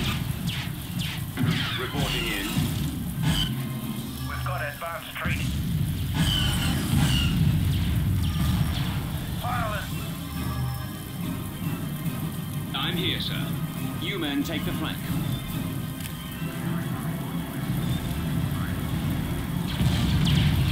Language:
English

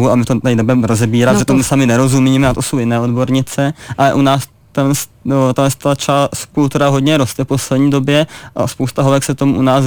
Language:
Czech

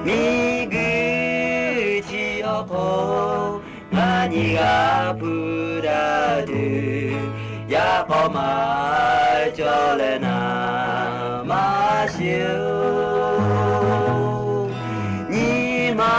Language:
Lahu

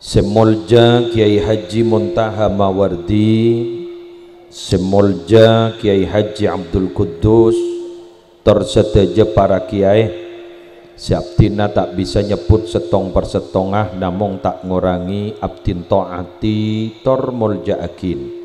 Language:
Madurese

